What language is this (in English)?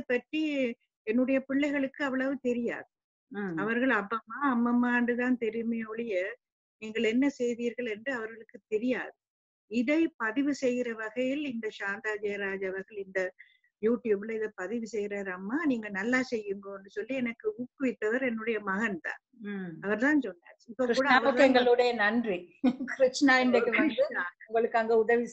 Tamil